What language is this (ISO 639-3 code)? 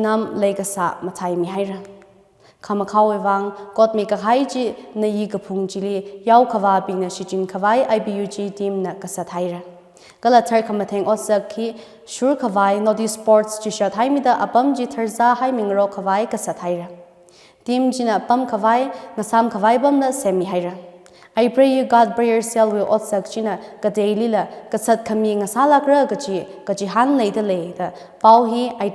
nmf